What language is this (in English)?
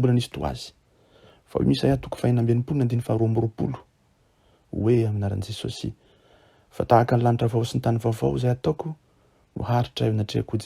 Malagasy